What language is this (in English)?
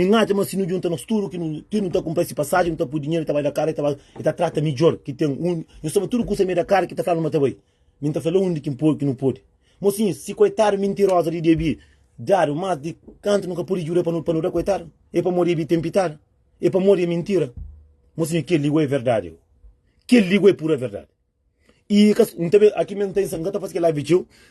Kabuverdianu